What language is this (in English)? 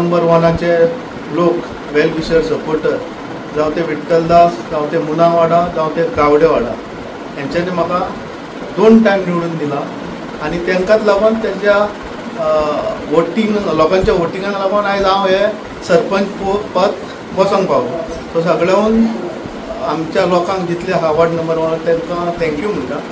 Konkani